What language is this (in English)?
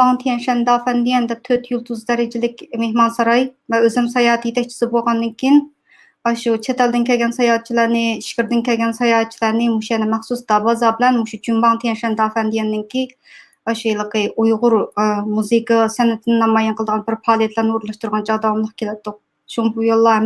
Uyghur